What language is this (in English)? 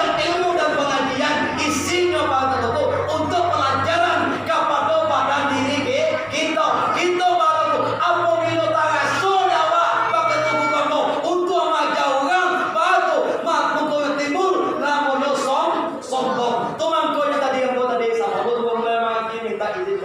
Minangkabau